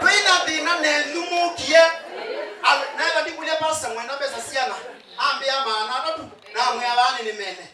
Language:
Kamba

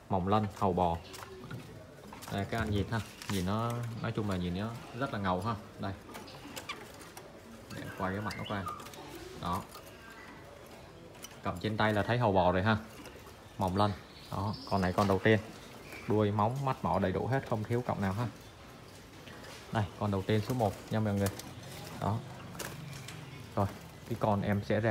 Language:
Vietnamese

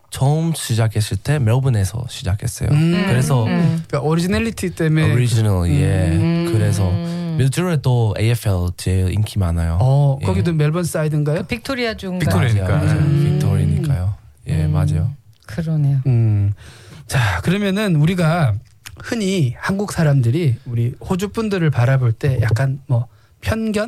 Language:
Korean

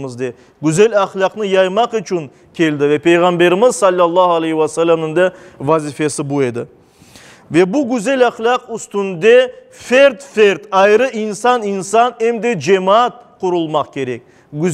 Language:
Crimean Tatar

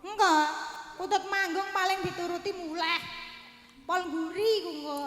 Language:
Javanese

